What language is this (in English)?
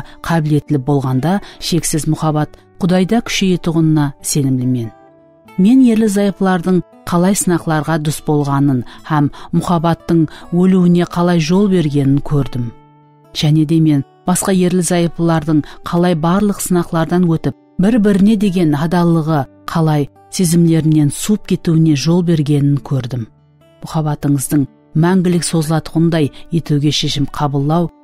Kara-Kalpak